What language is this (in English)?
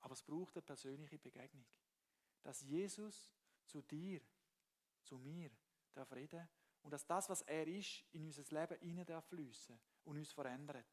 Swiss German